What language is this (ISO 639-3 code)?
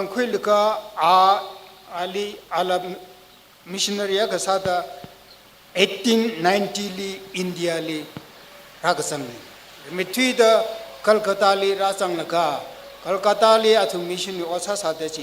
nmf